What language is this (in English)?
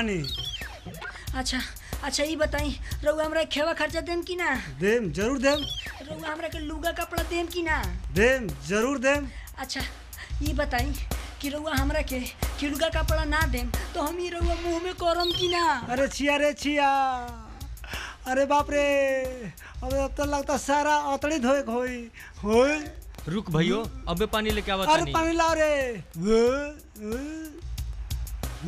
Bhojpuri